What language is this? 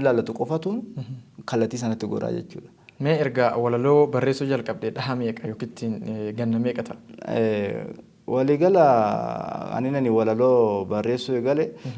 Oromo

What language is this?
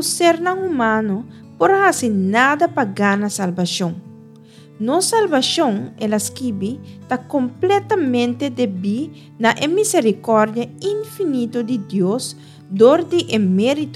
Papiamento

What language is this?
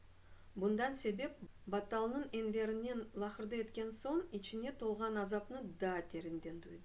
Crimean Tatar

